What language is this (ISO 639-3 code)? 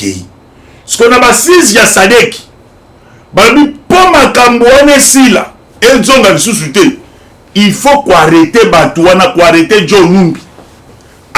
lin